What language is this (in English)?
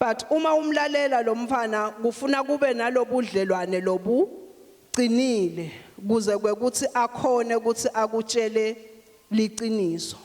Swati